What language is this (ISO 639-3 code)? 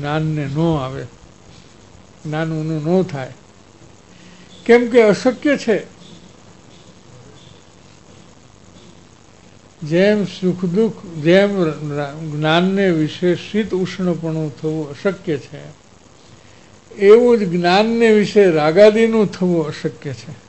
guj